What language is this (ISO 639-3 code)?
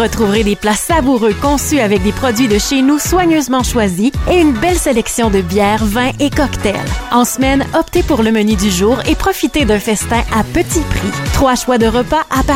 fra